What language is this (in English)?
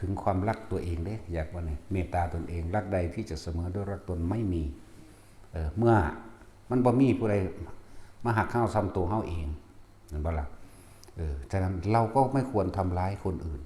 Northeastern Thai